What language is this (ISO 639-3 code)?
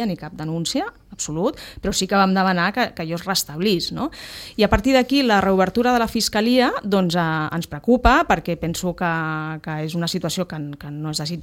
cat